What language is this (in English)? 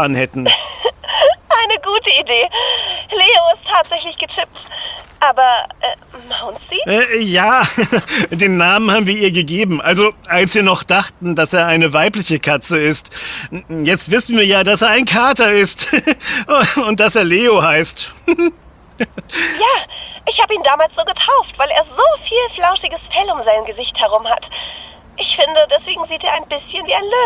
German